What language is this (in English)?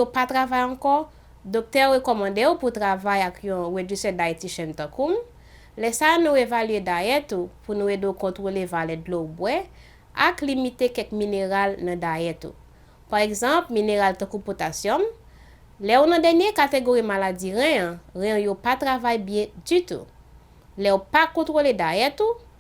Haitian Creole